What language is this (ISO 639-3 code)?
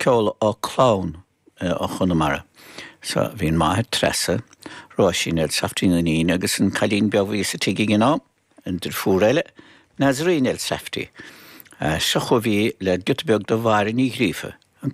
gle